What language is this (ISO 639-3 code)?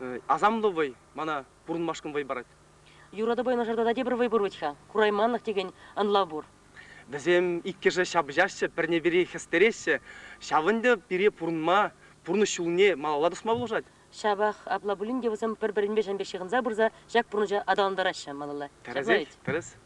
chv